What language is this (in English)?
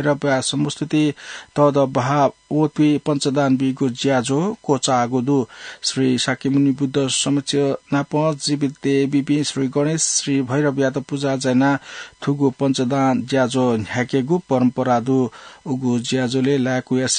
Newari